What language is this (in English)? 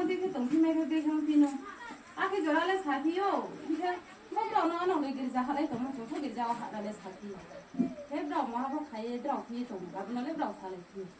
Riang (India)